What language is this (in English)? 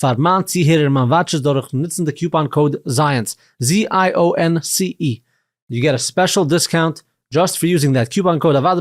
Yiddish